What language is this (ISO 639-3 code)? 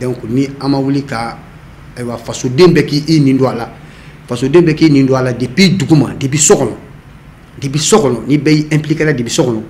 bam